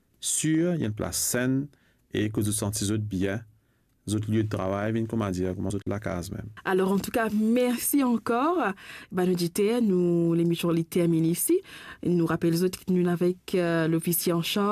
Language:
Morisyen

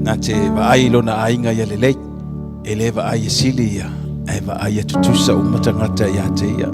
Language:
Samoan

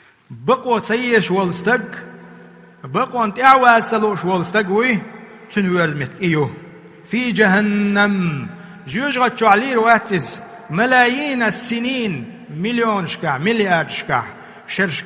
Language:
Chechen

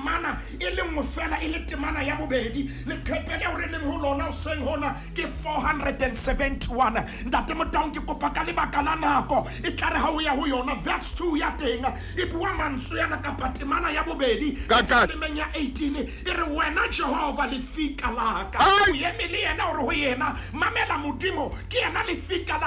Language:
Southern Sotho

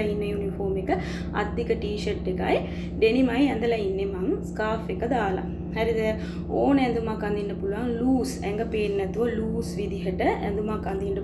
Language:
Sinhala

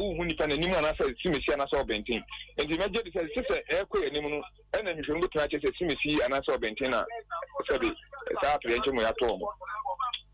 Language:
Akan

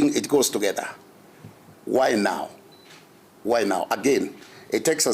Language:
Gusii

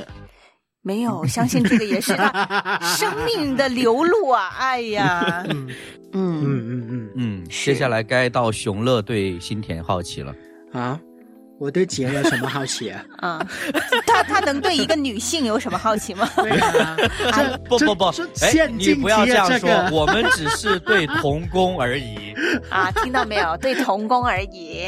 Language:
Chinese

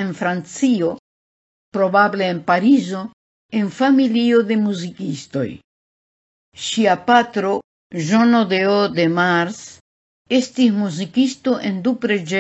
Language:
Esperanto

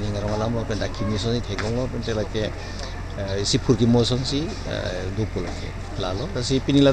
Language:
Karbi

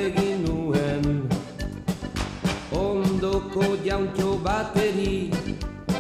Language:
Basque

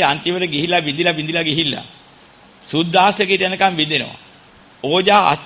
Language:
Sinhala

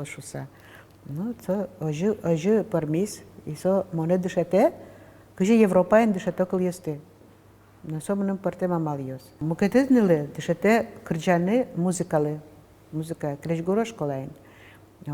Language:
Udmurt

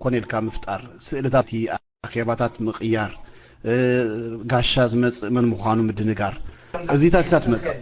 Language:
Tigrinya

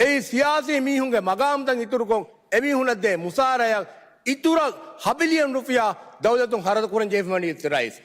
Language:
Divehi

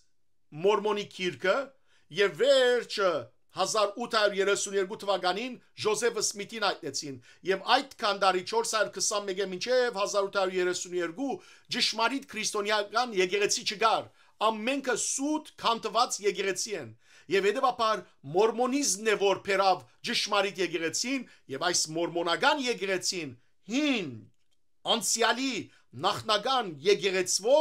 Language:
Western Armenian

